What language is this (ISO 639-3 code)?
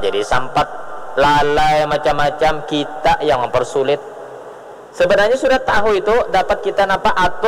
bjn